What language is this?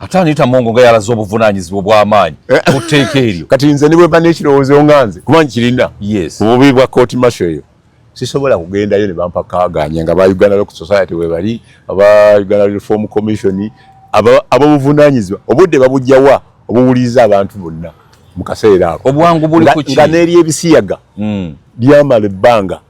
Ganda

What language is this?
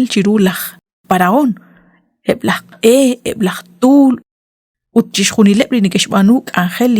Kekchí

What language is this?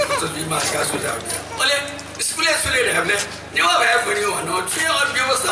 Newari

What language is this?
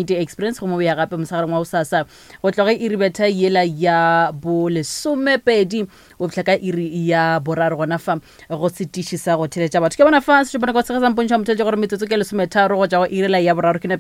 Northern Sotho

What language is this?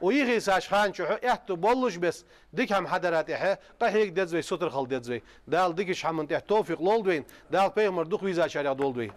Ingush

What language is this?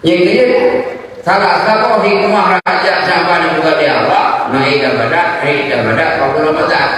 Achinese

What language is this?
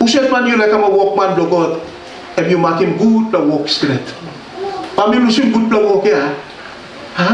Tok Pisin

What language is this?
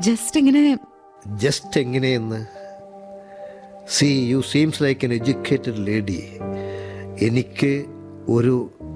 Malayalam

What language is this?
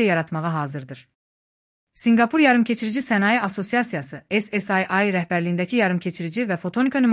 Azerbaijani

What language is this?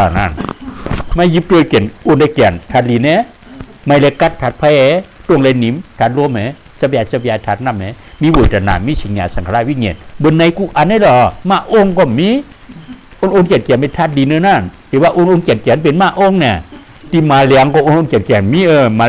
Shan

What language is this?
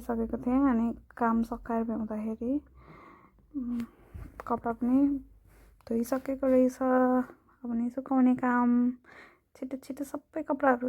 Nepali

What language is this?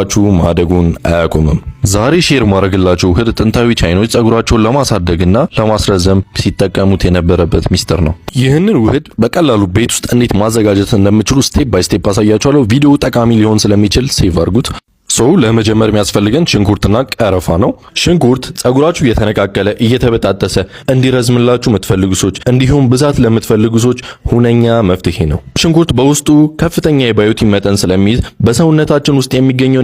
Amharic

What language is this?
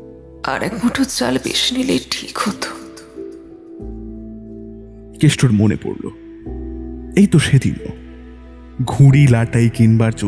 Bangla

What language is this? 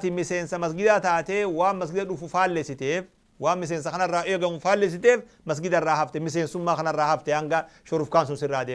Oromo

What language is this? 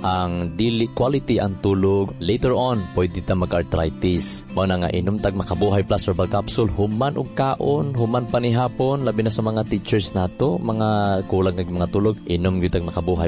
Cebuano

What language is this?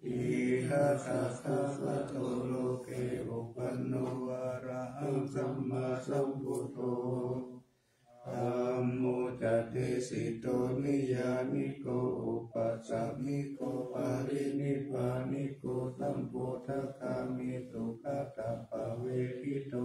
Pali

